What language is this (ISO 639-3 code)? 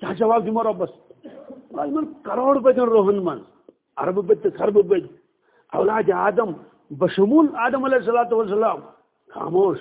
kas